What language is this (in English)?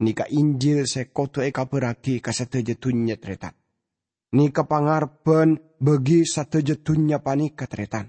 Madurese